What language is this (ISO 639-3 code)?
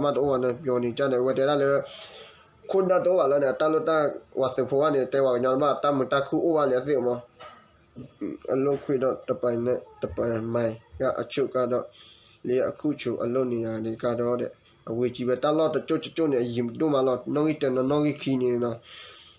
ksw